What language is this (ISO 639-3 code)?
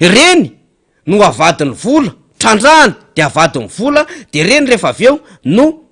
mlg